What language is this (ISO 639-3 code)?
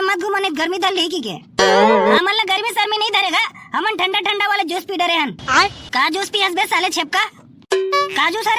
hne